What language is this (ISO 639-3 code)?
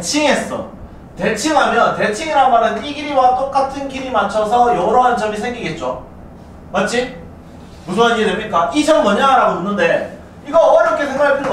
kor